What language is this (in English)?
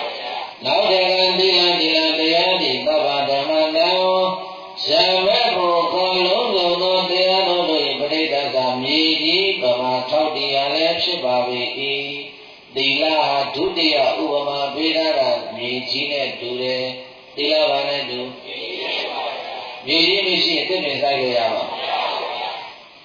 Burmese